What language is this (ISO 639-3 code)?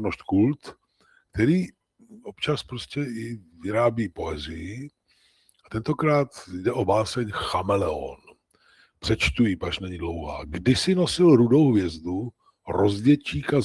ces